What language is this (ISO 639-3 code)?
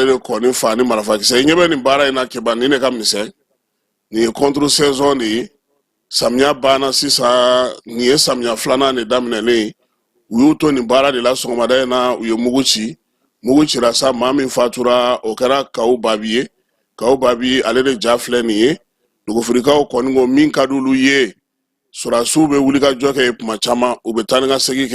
bam